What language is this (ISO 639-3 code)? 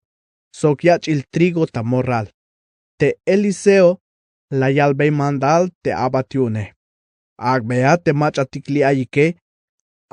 tzh